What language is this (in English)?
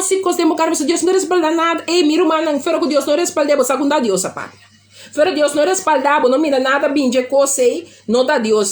Papiamento